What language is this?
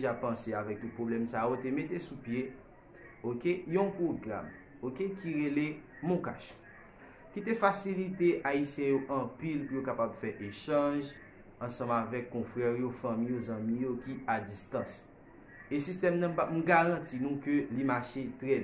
Haitian Creole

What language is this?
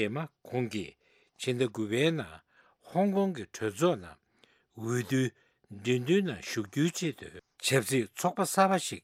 Tibetan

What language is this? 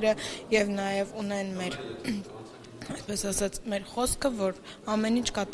Armenian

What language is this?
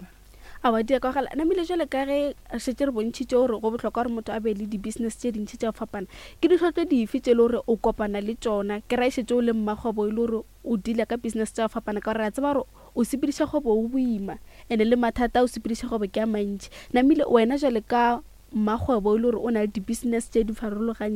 Northern Sotho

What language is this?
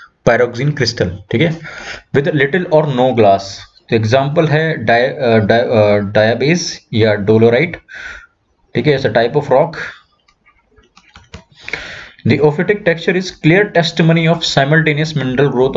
Hindi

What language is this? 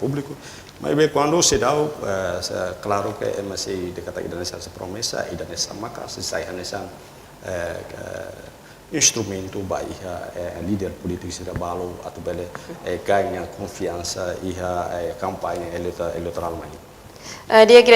Tetum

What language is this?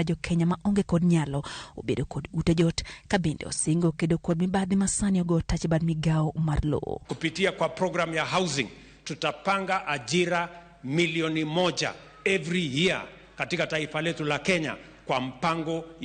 Luo (Kenya and Tanzania)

